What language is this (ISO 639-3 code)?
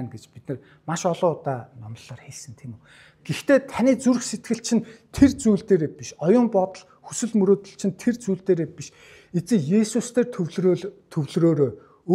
mon